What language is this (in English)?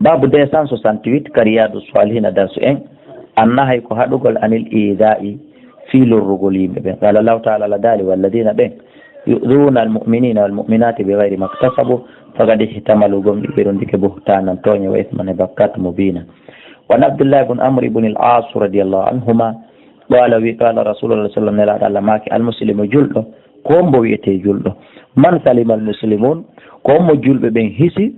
Fula